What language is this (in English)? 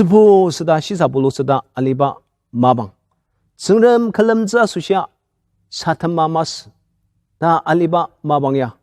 Ao Naga